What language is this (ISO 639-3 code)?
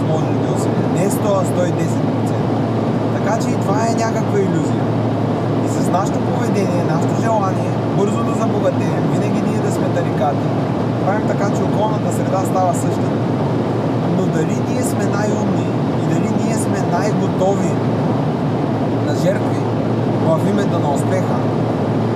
bul